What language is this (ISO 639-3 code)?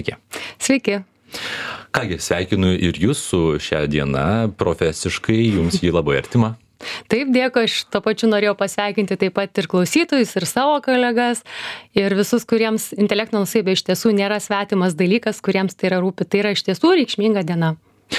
lit